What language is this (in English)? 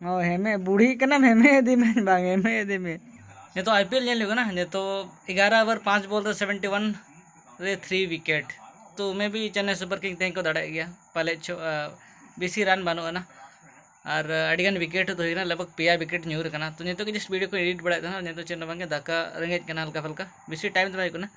Santali